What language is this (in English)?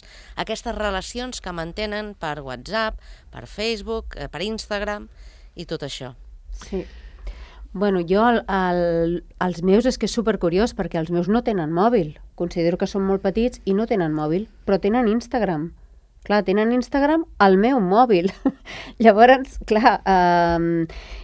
Catalan